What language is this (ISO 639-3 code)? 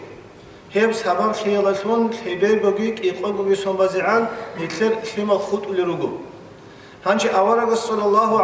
ava